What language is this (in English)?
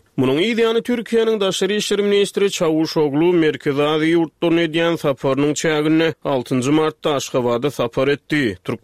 Turkmen